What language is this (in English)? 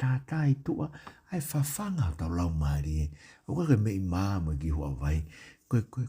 Tongan